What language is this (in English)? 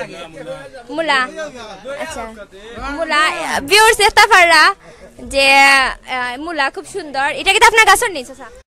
Sylheti